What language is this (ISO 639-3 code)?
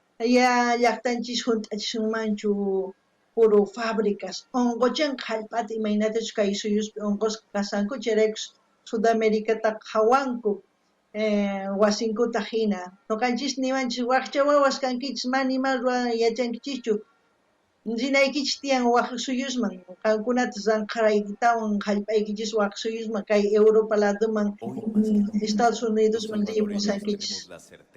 quh